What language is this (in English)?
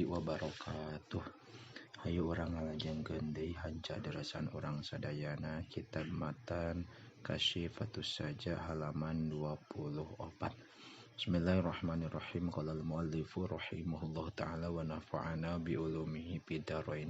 Sundanese